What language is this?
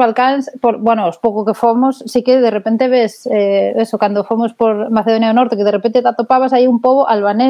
Galician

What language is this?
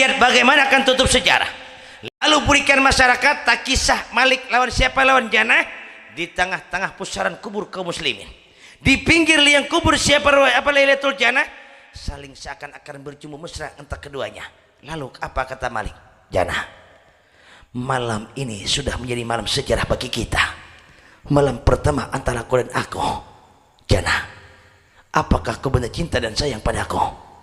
Banjar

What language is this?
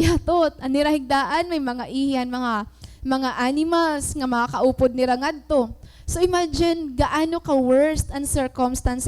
Waray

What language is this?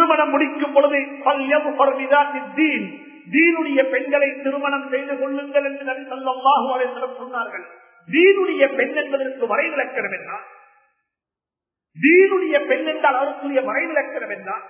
Tamil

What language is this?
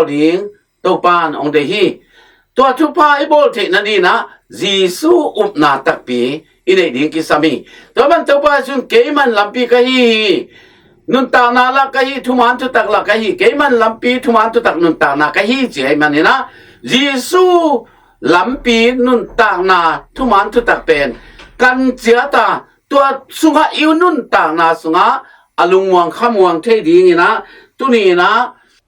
Tedim Chin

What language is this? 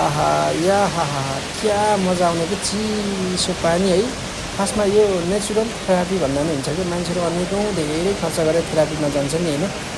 Nepali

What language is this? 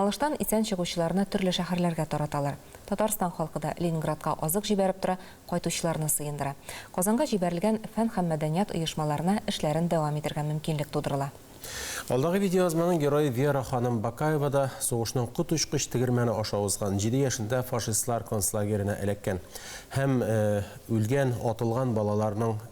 Tatar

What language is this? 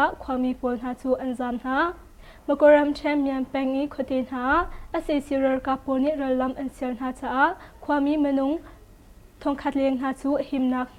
Hakha Chin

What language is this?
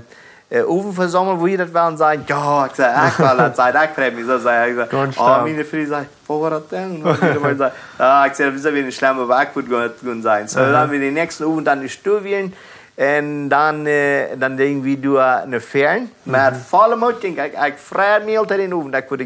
Plautdietsch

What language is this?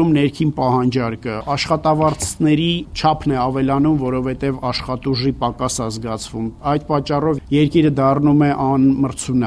Armenian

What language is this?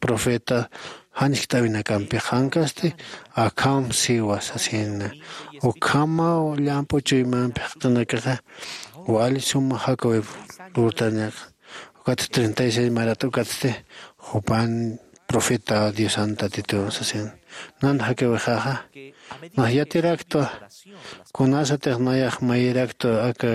Aymara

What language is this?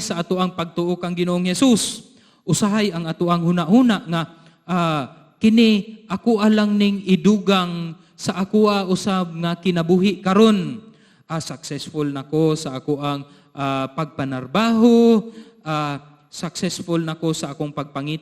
Cebuano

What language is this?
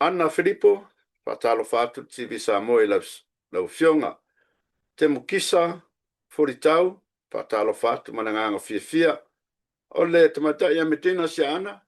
Samoan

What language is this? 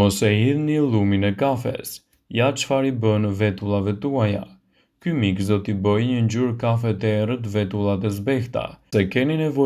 Albanian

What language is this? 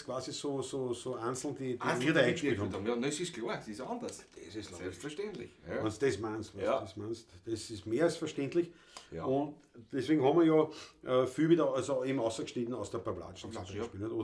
Bavarian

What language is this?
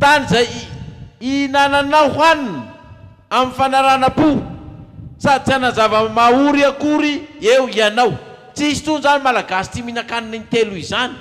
Malagasy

